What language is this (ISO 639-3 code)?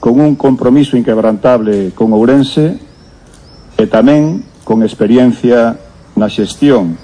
glg